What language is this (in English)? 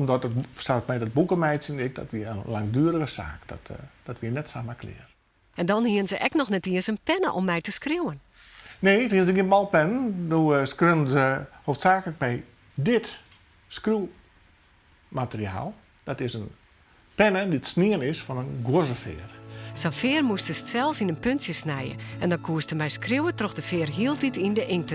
Western Frisian